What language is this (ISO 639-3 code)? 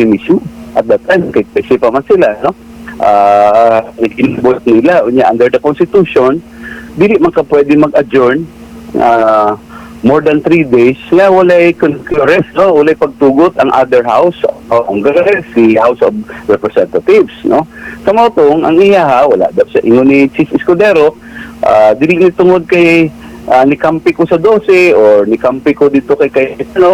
ceb